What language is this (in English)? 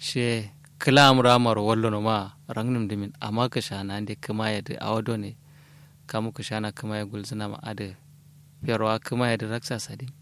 Kanuri